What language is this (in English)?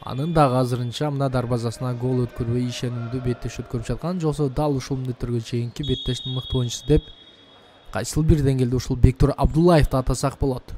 Kyrgyz